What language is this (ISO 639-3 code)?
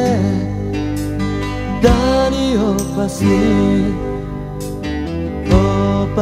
hrv